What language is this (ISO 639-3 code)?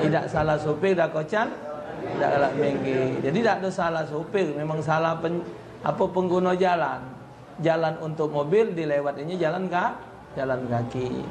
mui